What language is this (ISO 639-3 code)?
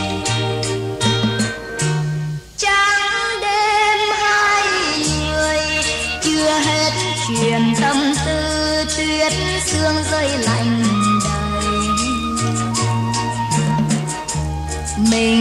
vie